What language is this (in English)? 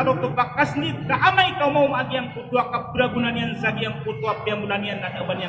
Maranao